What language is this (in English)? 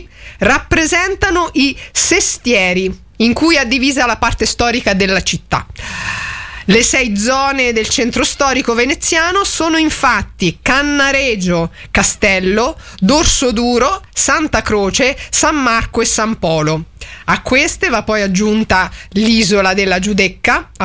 Italian